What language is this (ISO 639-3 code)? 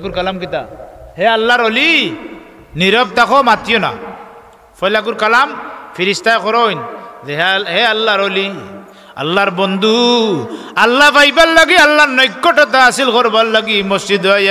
syl